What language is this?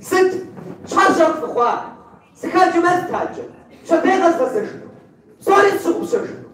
Kabardian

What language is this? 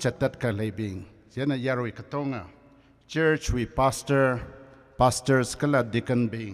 Tangkhul Naga (India)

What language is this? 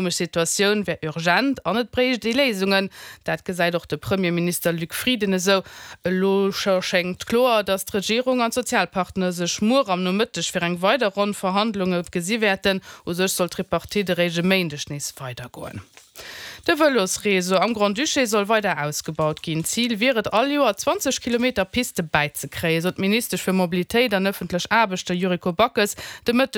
Luxembourgish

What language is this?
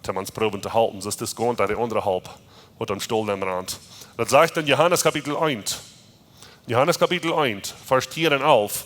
Plautdietsch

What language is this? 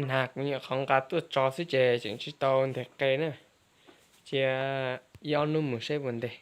Hmong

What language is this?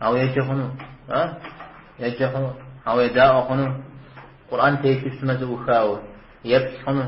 Kabardian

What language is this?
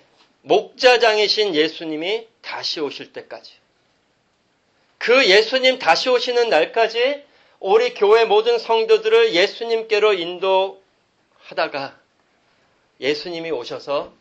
Korean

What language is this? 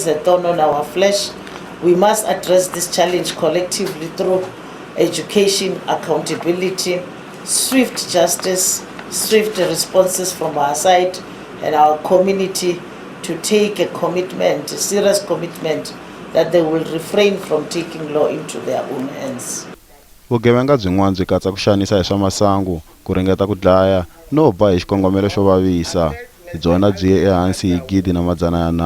Tsonga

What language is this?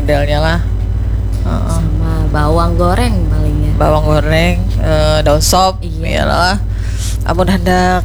Banjar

